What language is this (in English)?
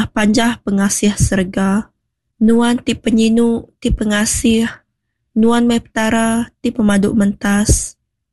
Iban